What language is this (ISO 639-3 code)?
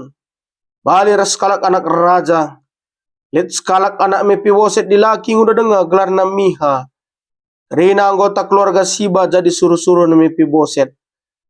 btx